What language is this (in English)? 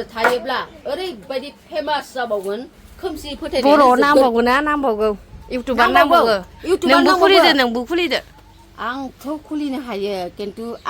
Bodo